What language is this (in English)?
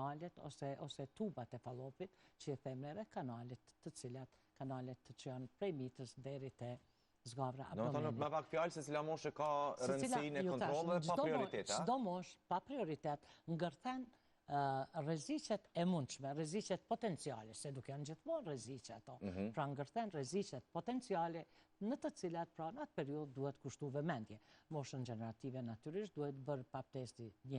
Albanian